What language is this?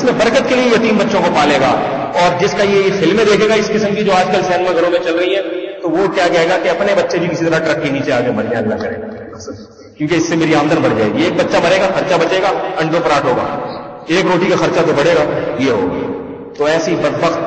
Urdu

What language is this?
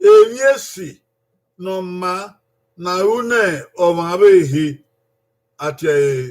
Bini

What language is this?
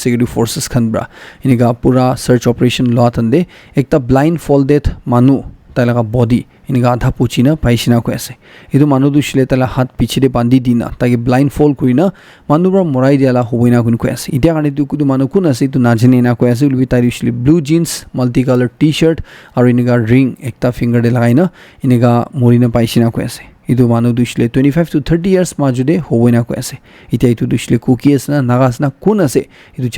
Naga Pidgin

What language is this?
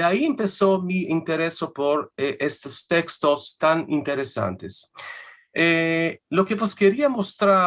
Ladino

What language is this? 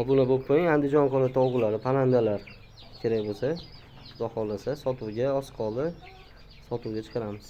Uzbek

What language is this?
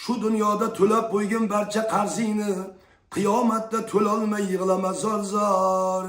Uzbek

